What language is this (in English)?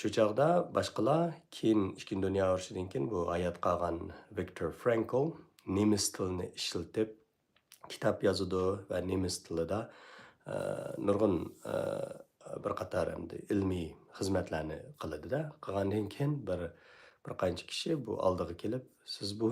Uyghur